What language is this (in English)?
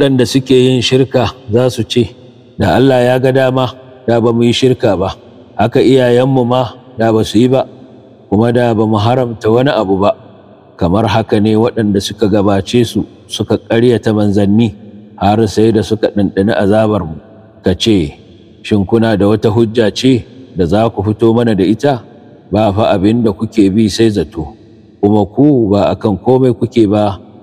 Hausa